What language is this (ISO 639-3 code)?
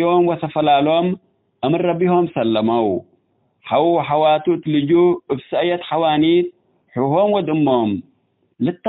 tig